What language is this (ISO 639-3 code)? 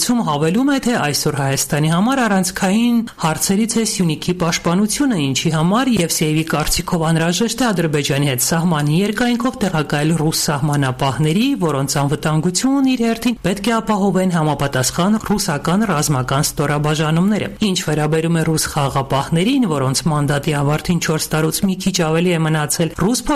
hye